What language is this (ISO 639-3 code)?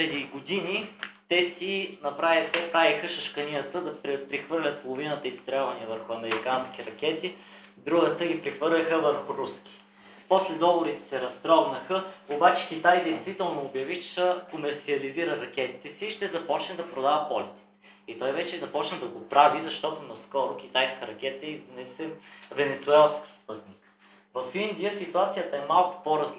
bul